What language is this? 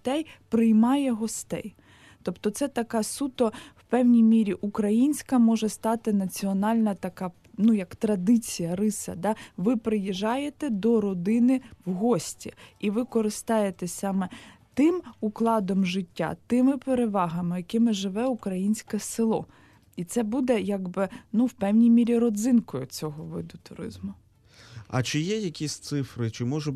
Ukrainian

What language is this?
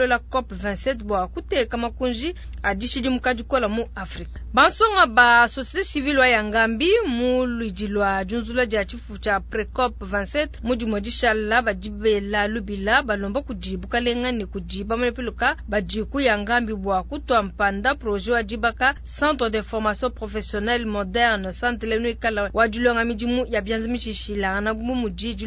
Luba-Lulua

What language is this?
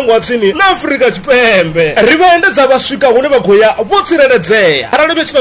Venda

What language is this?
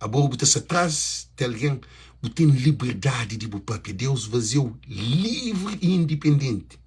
Kabuverdianu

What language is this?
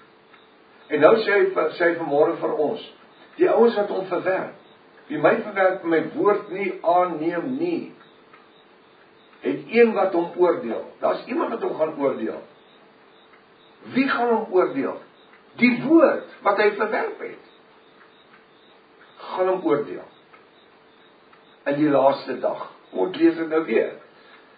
Afrikaans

